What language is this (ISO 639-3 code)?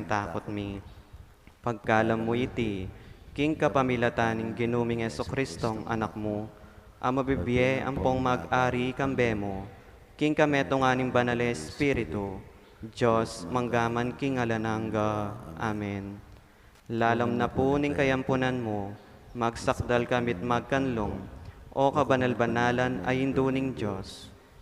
pam